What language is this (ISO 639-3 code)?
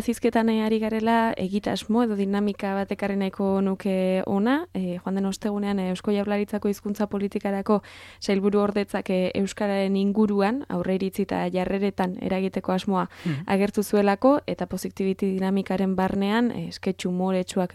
eus